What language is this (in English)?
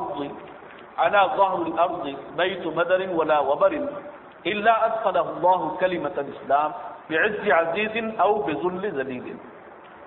Urdu